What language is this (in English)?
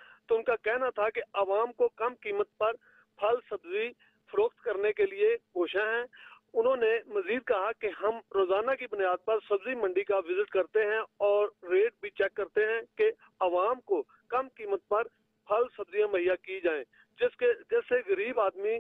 Urdu